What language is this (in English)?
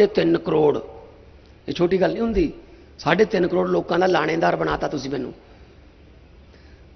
Punjabi